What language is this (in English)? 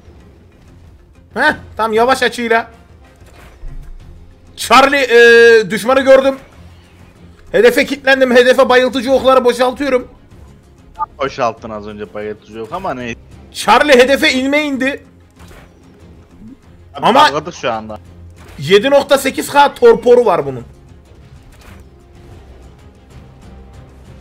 Turkish